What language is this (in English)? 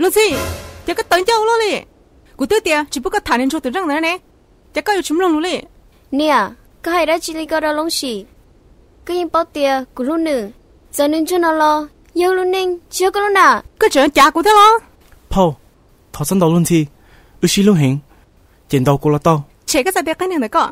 Hmong